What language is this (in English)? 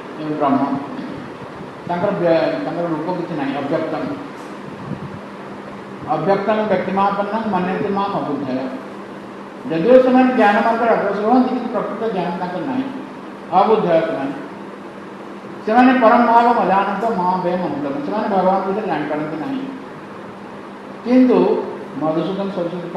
Odia